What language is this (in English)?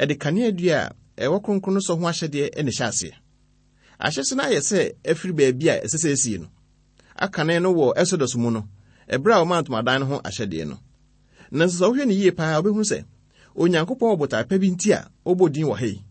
Akan